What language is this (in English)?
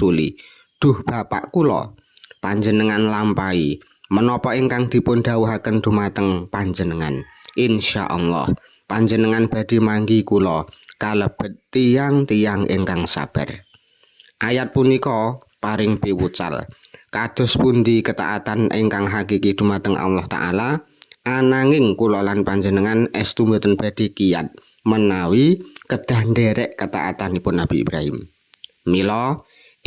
Javanese